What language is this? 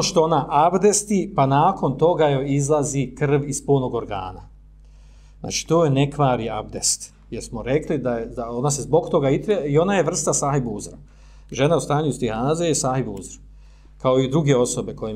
Bosnian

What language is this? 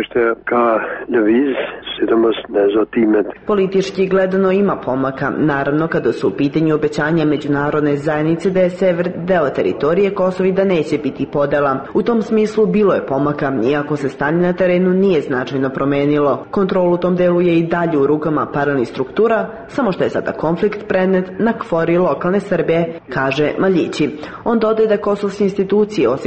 Serbian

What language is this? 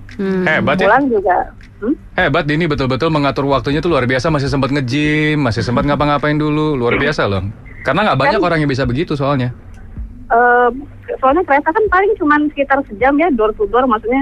Indonesian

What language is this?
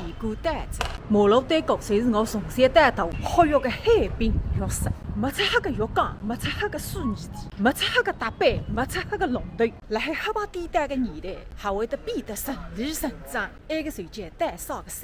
Wu Chinese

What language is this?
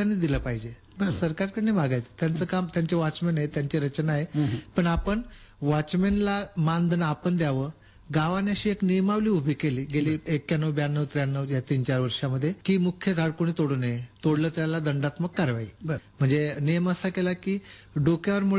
Marathi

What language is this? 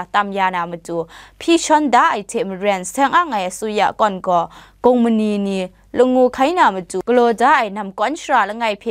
Kachin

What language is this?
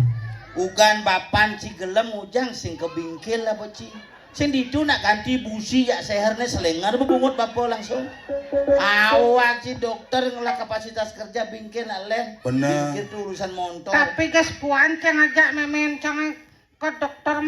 Balinese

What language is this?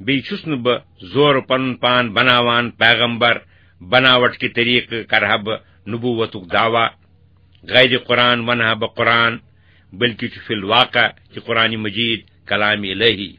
Kashmiri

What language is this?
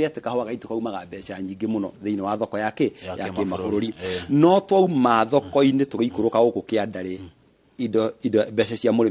Kikuyu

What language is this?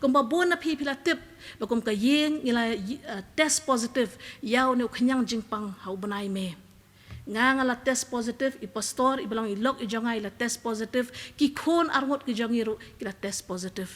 Khasi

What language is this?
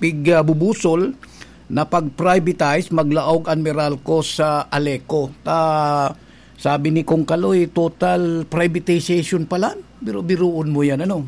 Bikol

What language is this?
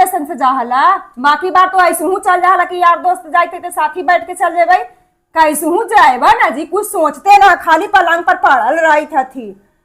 Magahi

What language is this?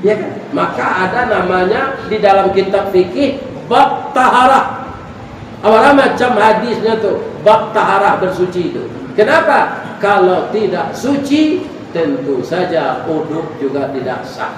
Minangkabau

